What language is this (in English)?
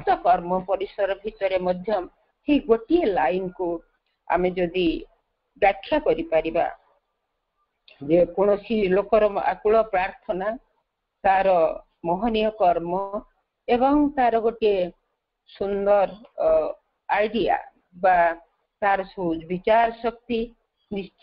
Odia